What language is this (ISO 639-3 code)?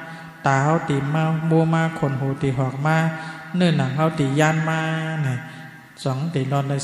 shn